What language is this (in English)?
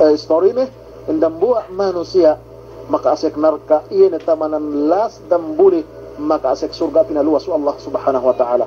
Yakan